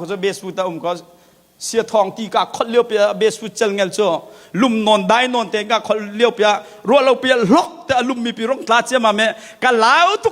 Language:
Hakha Chin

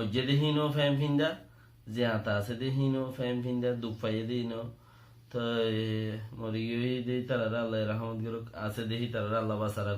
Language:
Rohingya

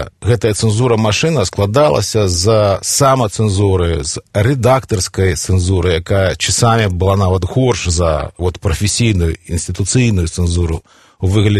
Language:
Belarusian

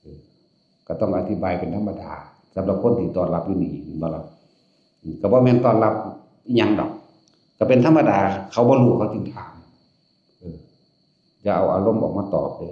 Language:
Northeastern Thai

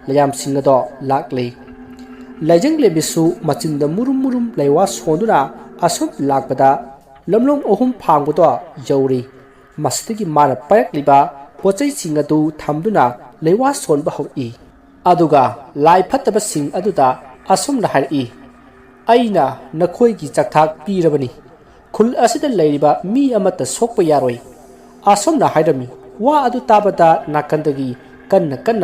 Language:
Manipuri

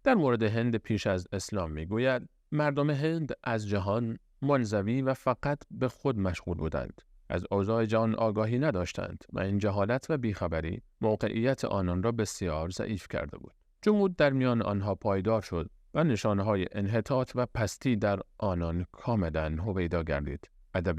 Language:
Persian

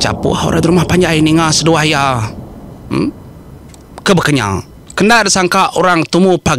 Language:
Iban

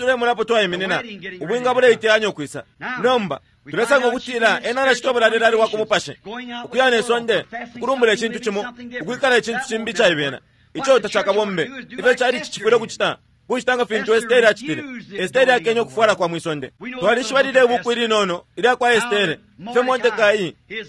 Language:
Bemba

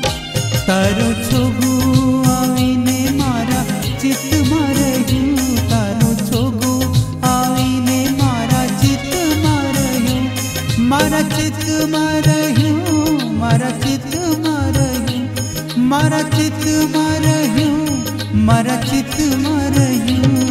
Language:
Gujarati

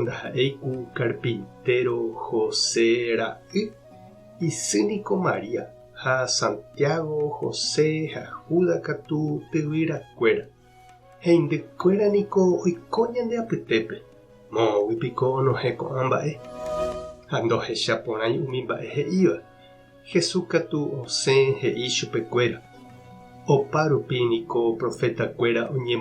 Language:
Guarani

